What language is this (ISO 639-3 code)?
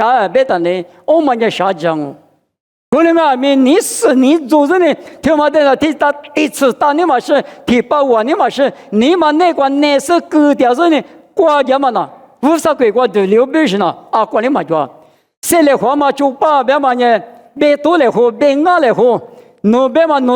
lis